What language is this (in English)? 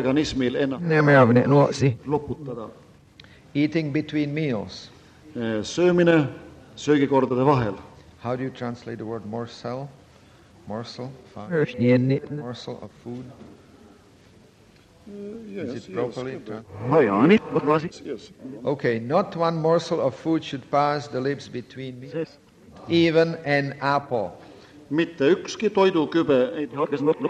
Estonian